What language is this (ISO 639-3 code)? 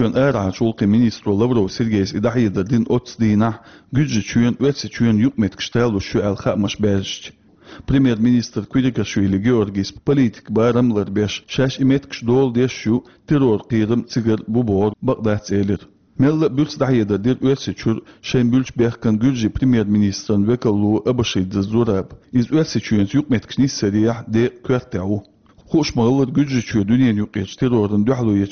che